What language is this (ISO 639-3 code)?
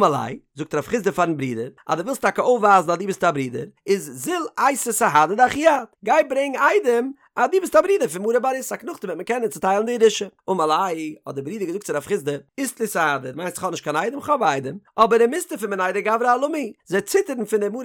yid